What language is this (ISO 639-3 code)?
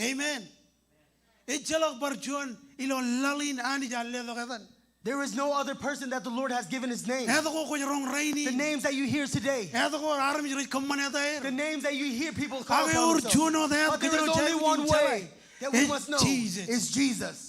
mah